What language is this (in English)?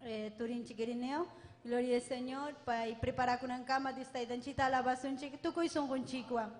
Ayacucho Quechua